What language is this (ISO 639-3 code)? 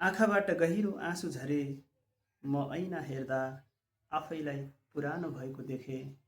nep